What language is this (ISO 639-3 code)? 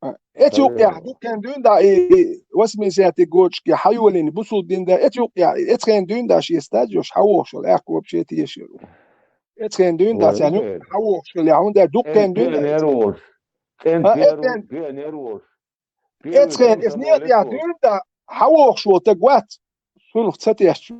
che